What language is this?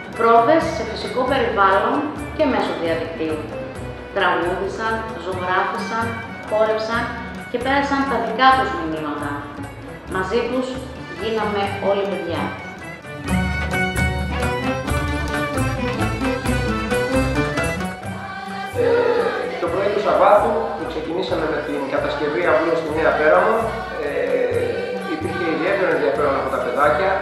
Greek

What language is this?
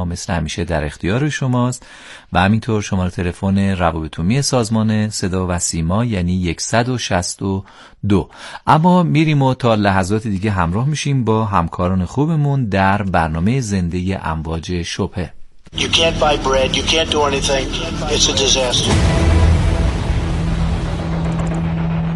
Persian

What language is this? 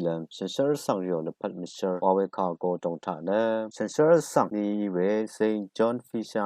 Rawang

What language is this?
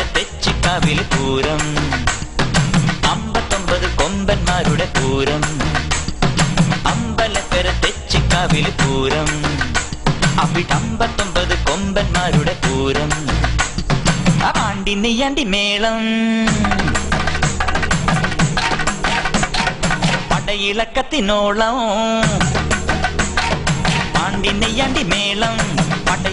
Malayalam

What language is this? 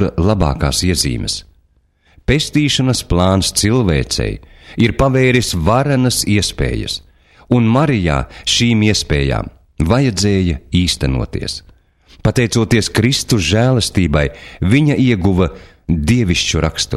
Latvian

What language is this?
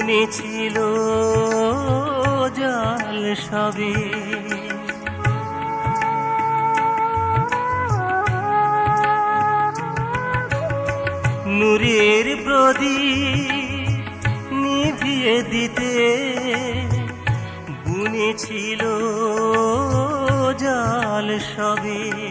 Bangla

